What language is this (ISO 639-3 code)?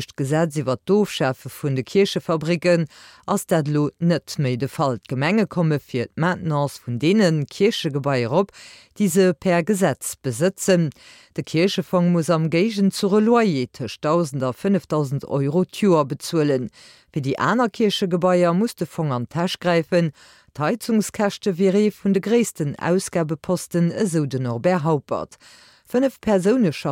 ltz